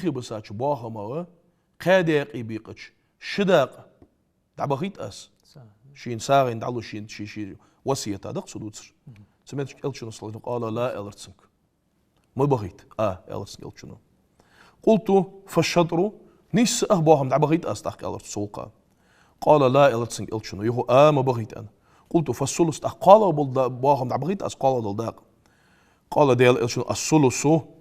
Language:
Ingush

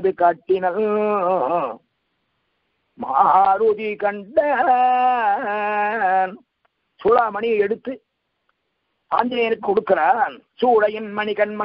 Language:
Tamil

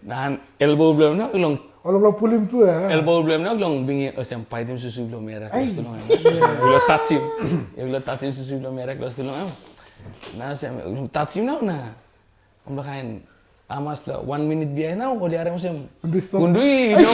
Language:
Tok Pisin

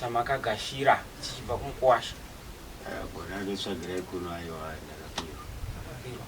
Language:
Shona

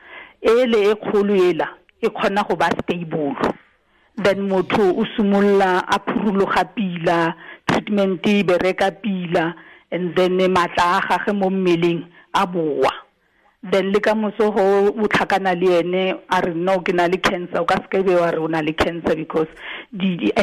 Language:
Tswana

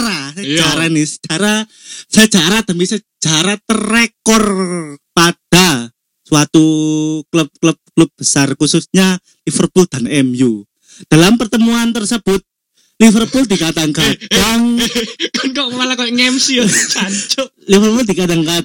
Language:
Indonesian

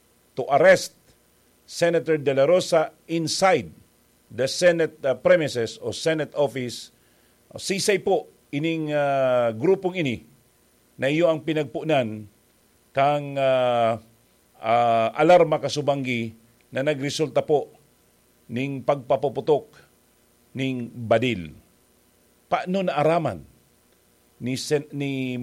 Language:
Bikol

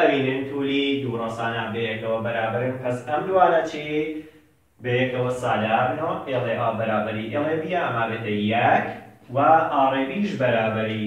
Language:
Central Kurdish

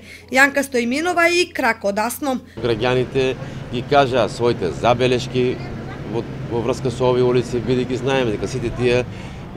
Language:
Macedonian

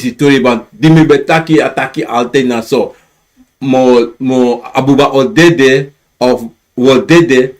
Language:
Sranan Tongo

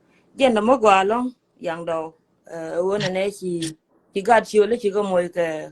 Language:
Nuer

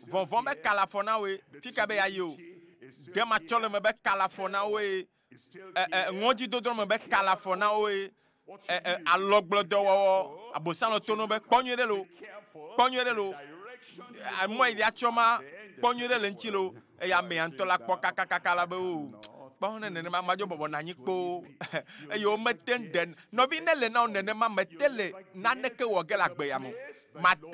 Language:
Ewe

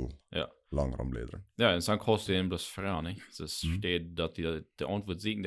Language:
Plautdietsch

